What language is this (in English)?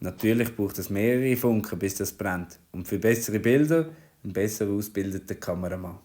Swiss German